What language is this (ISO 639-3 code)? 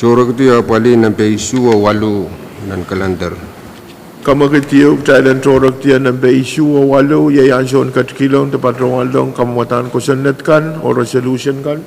pon